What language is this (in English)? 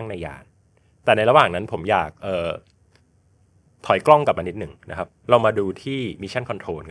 Thai